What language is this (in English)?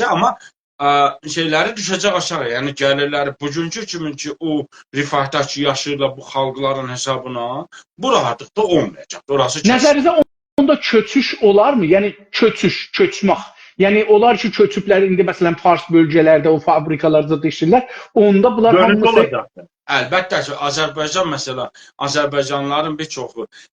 South Azerbaijani